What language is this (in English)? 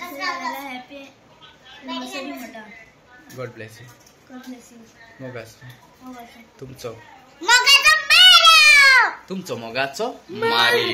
Konkani